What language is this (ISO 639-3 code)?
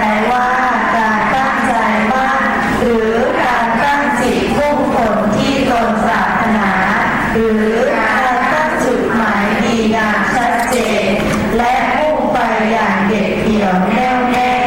tha